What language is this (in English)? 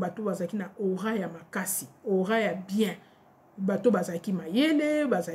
Lingala